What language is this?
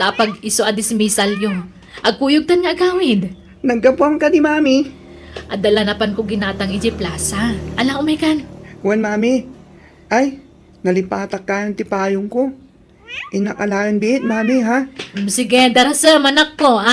Iloko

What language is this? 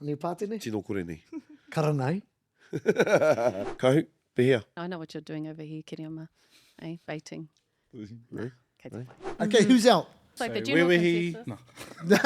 Māori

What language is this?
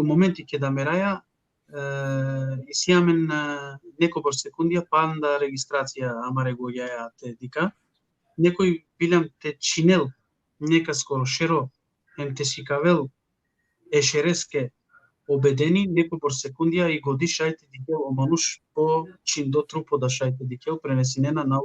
Balkan Romani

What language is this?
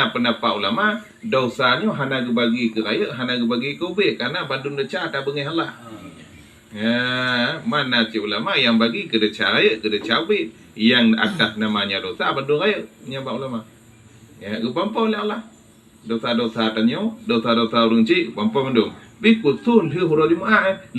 Achinese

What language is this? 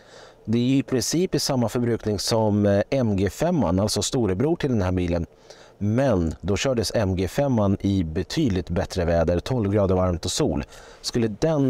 Swedish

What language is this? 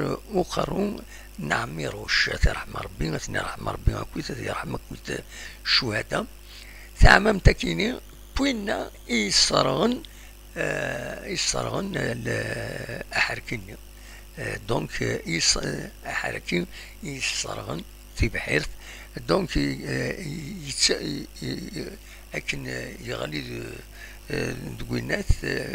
Kabyle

